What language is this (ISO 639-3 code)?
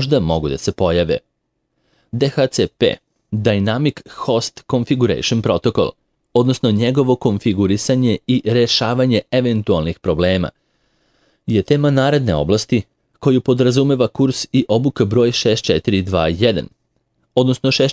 srp